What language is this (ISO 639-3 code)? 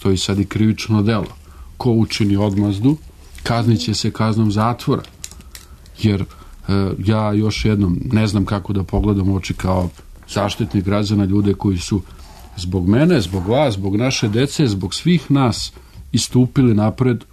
srp